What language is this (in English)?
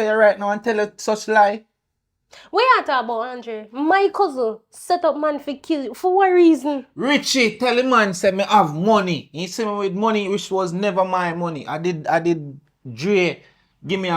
Jamaican Creole English